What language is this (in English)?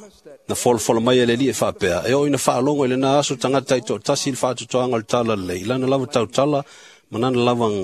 Samoan